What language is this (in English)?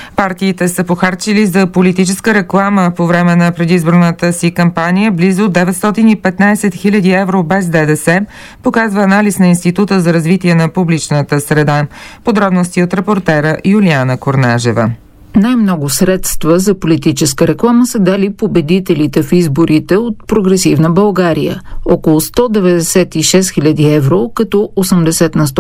Bulgarian